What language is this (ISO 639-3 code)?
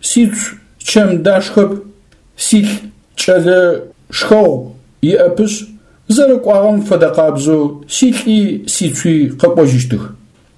ady